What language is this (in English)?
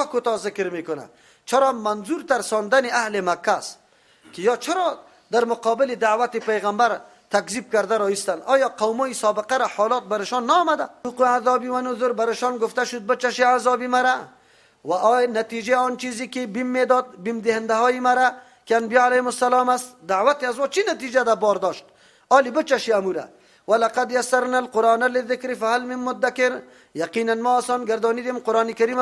Persian